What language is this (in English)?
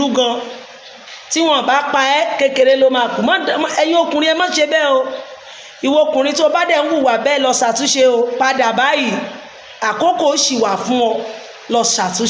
Yoruba